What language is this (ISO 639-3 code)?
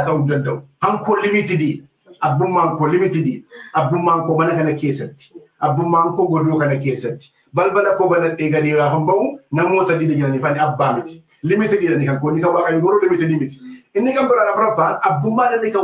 orm